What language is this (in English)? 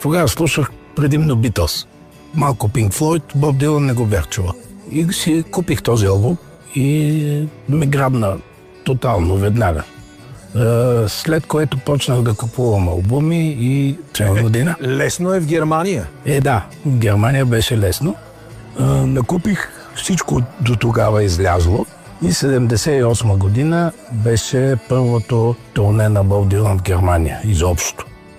Bulgarian